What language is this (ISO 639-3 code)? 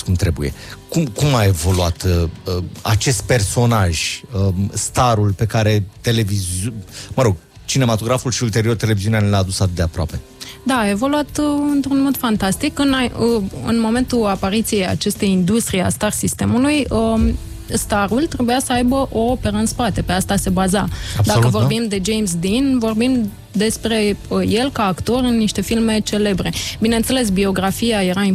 ron